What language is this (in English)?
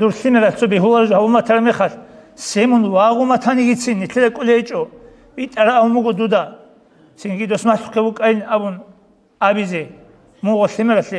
Avaric